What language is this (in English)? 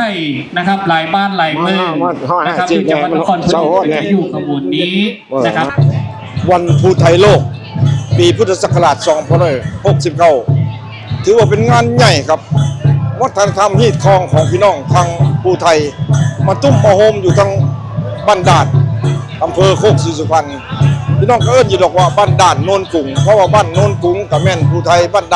Northeastern Thai